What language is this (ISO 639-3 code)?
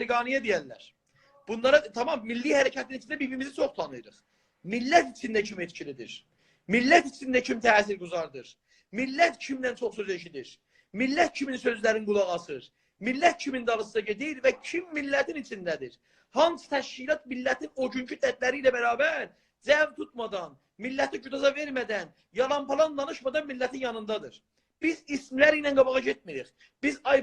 azb